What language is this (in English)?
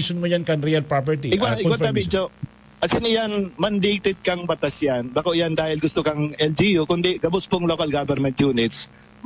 Bikol